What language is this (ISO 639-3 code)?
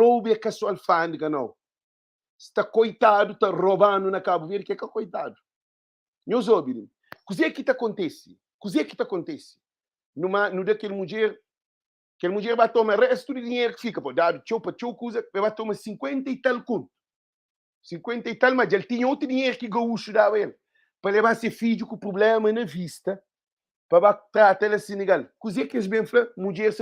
kea